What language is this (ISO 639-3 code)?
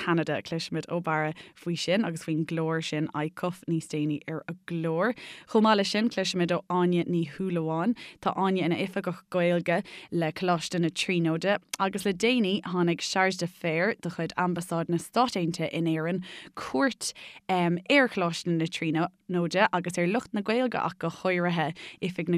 gle